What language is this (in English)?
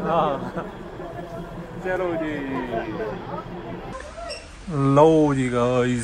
Punjabi